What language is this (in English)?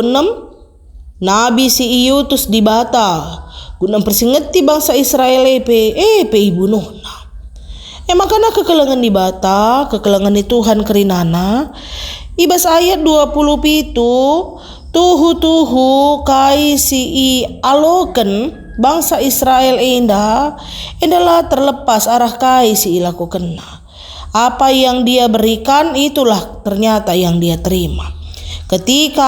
Batak Karo